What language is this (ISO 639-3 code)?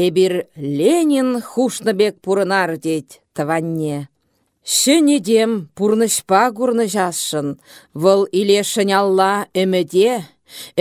chv